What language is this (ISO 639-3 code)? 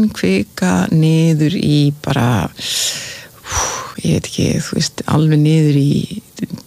isl